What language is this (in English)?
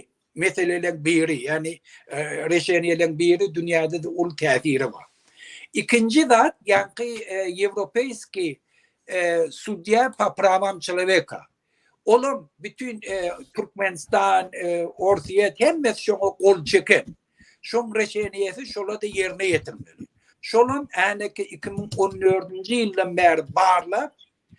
Turkmen